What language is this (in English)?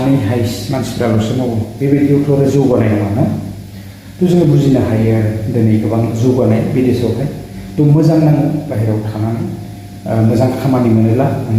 Bodo